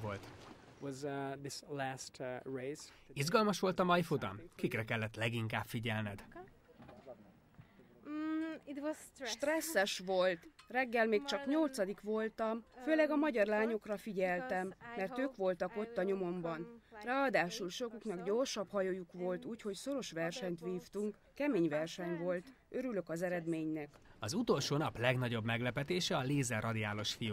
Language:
Hungarian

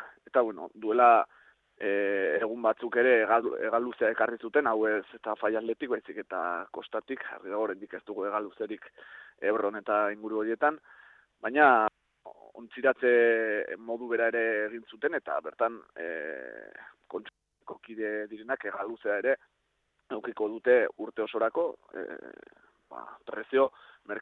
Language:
Basque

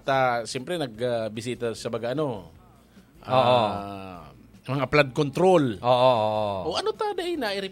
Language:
Bikol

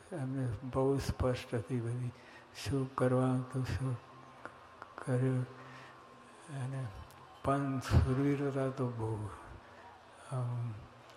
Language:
Gujarati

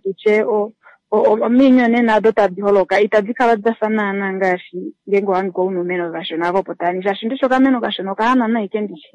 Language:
Kuanyama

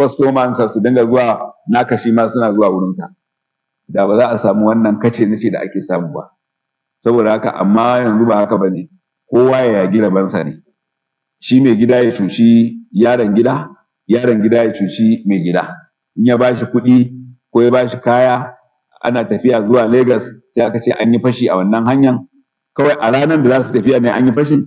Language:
Hausa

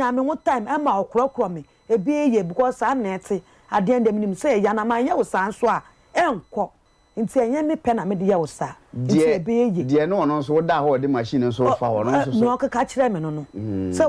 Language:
Akan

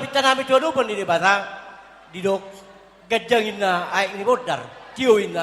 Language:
Batak Toba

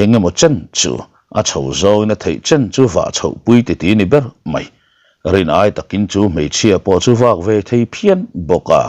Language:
Mizo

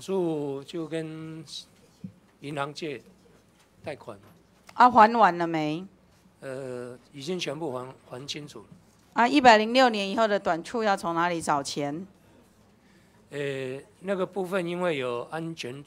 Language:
Chinese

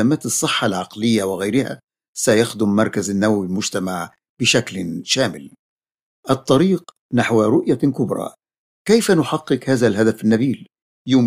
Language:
Arabic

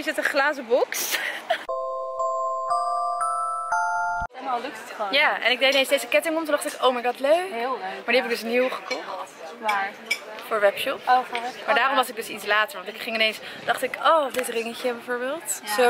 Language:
Dutch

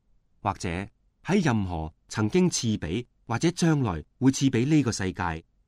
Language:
Cantonese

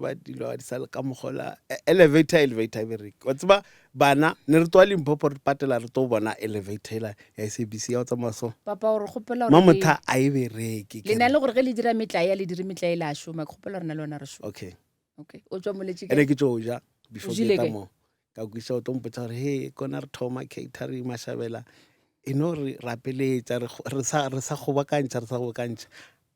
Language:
Northern Sotho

